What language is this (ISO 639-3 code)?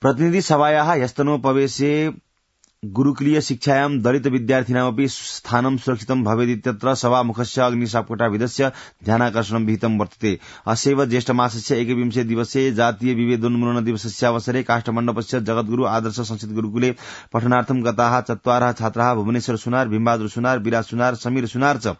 san